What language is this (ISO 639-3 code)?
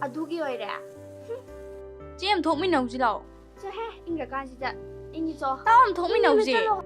mni